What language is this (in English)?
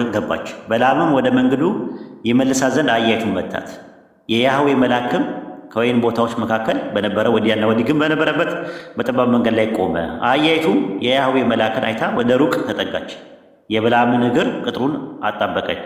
Amharic